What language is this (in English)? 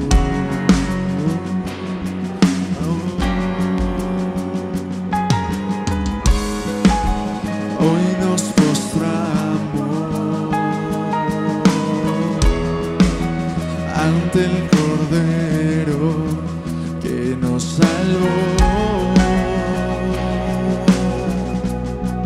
Spanish